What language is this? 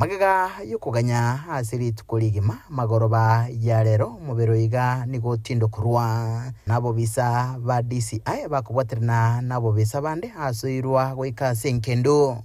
Gusii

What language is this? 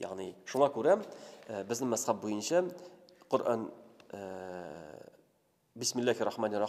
Tatar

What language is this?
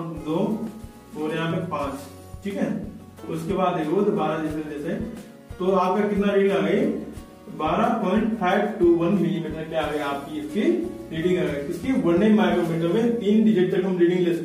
Hindi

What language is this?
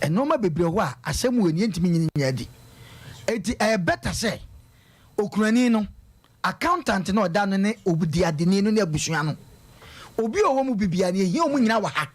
Akan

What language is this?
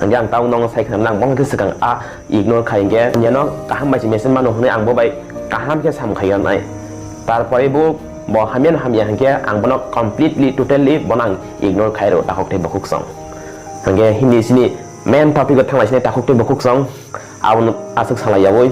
Kok Borok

